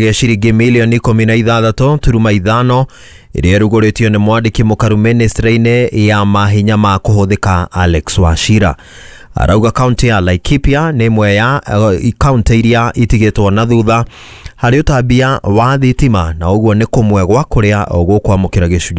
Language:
Kikuyu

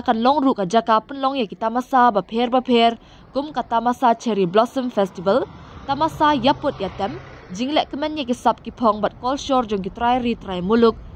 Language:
Khasi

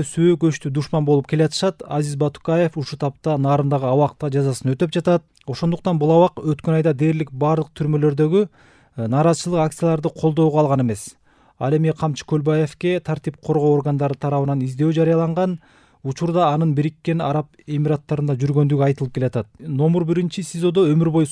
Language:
Kyrgyz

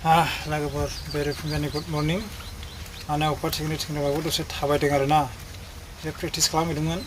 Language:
Bodo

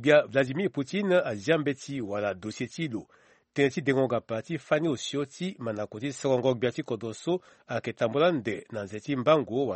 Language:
Sango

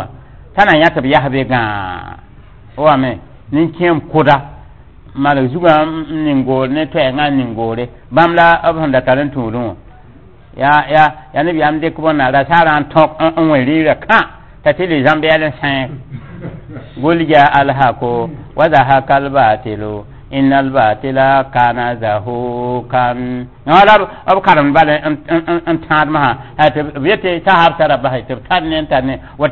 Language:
Mossi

